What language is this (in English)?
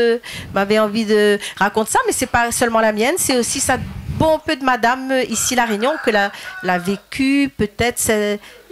Réunion Creole French